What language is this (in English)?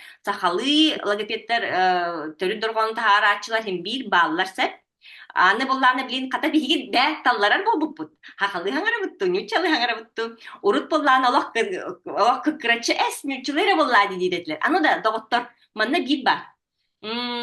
Yakut